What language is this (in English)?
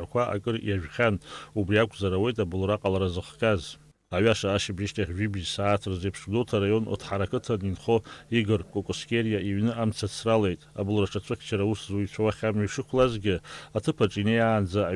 Abkhazian